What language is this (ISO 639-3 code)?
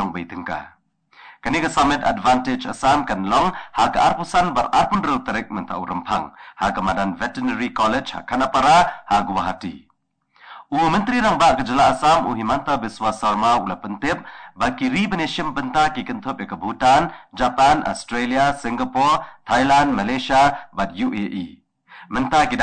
kha